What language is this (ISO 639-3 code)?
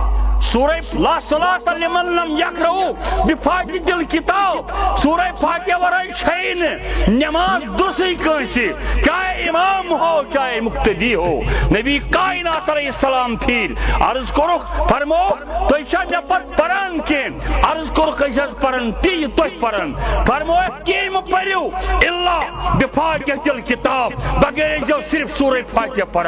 kas